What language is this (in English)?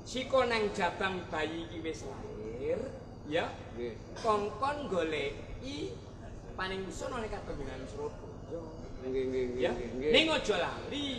Javanese